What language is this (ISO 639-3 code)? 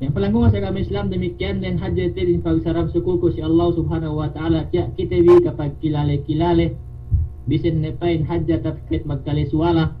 yka